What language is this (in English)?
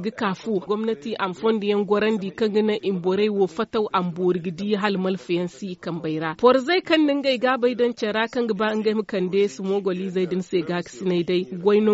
Zarma